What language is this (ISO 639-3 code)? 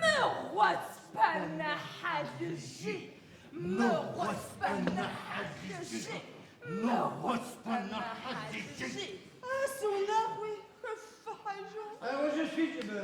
ady